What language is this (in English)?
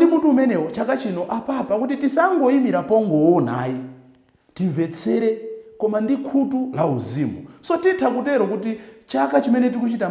Nyanja